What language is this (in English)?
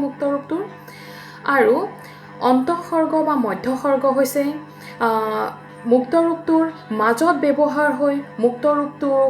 Assamese